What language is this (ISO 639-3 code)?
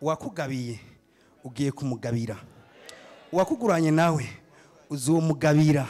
run